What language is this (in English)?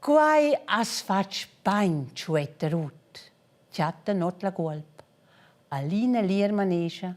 Romansh